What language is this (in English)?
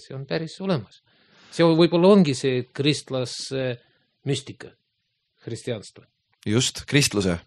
Estonian